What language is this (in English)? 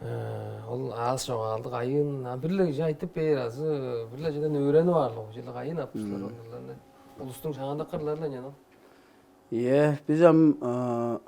Tuvinian